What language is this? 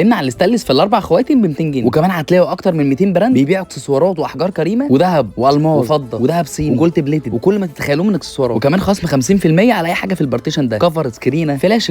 Egyptian Arabic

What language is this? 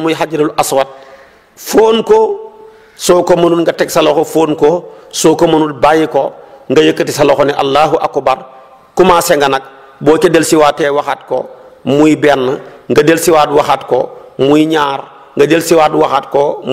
Wolof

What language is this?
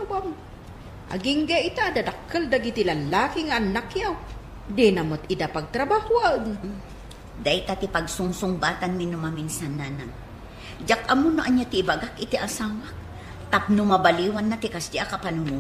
Iloko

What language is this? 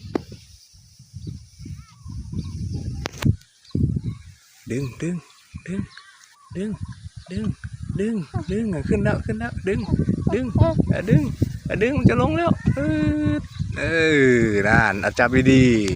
Lao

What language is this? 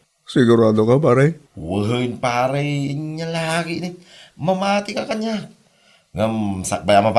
Iloko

